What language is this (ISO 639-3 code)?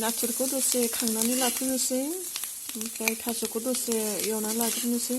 brx